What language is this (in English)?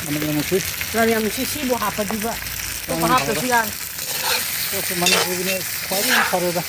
Manipuri